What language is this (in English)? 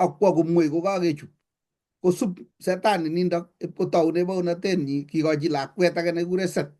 Kalenjin